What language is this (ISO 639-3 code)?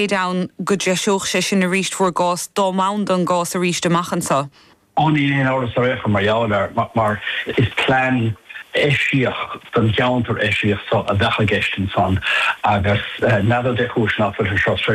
gle